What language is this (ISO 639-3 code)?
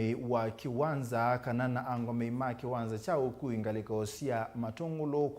kam